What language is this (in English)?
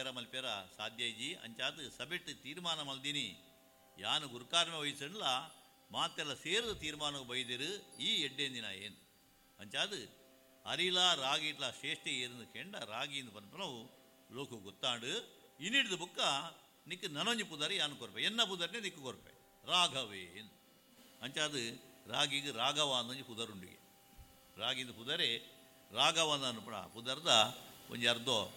Tulu